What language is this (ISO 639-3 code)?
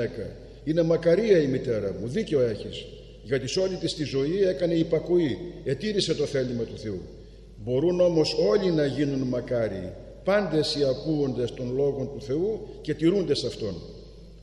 ell